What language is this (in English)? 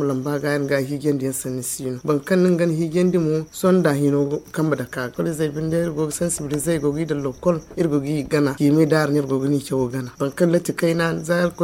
Zarma